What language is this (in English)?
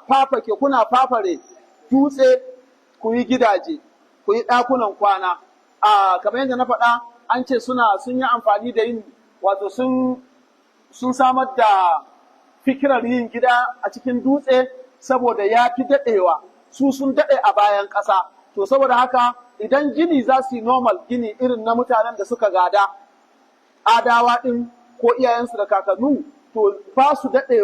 Hausa